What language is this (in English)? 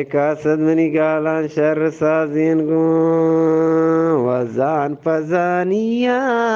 Eastern Balochi